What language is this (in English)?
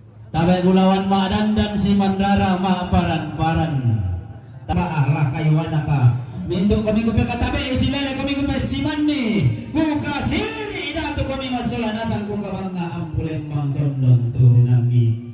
Toraja-Sa'dan